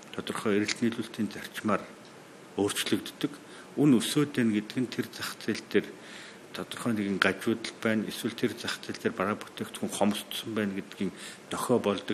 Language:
Mongolian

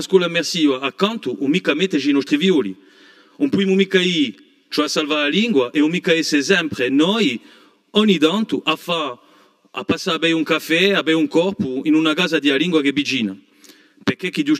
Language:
Corsican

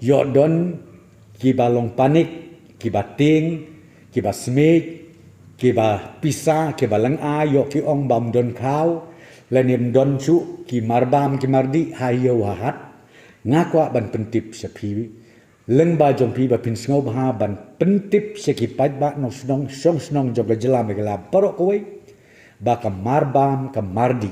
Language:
Khasi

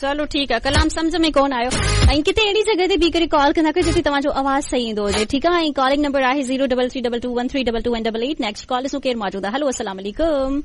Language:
Sindhi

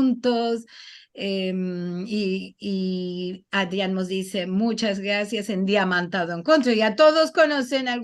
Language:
Ladino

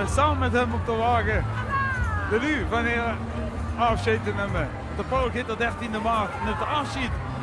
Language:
Limburgish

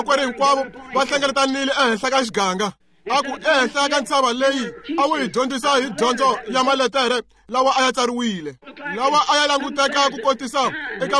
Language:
Tsonga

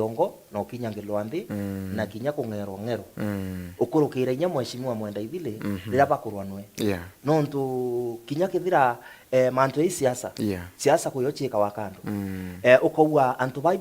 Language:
Meru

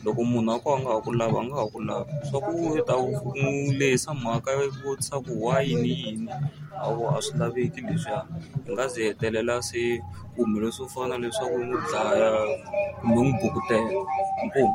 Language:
Tsonga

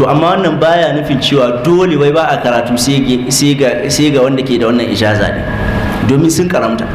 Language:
Hausa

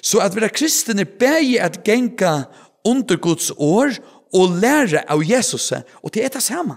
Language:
Faroese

